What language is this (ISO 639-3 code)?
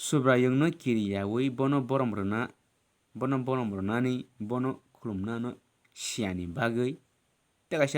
trp